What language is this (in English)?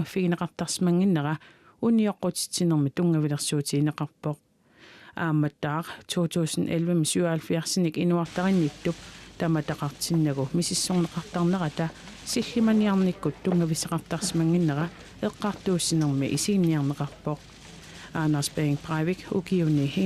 Kalaallisut